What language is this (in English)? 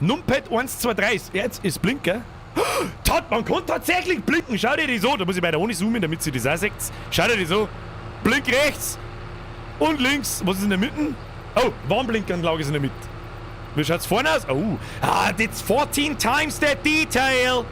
Bavarian